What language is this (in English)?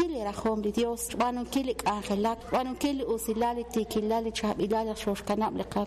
Kekchí